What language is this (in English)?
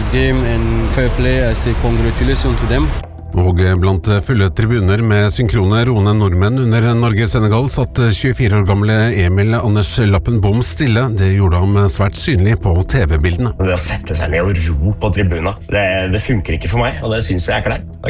Norwegian